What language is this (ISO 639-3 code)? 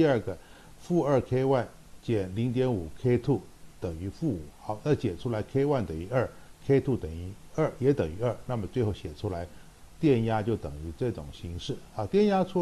zho